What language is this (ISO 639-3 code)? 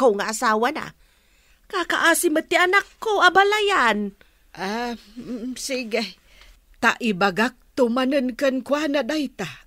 ilo